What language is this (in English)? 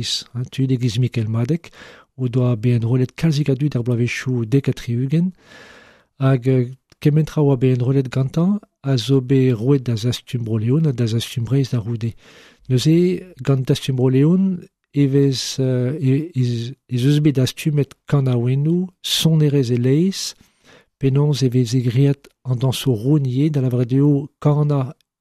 Breton